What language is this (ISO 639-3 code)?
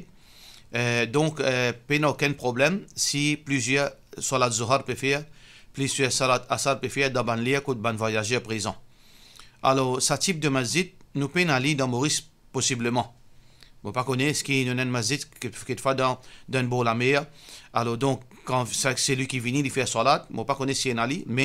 mfe